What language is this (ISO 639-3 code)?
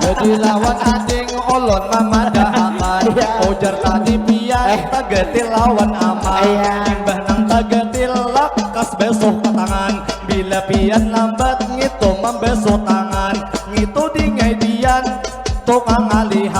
bjn